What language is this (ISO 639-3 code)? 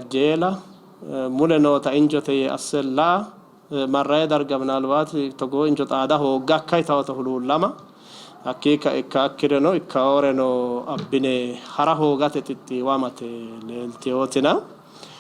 sid